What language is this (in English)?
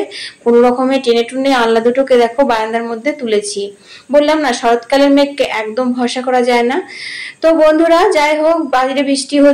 Bangla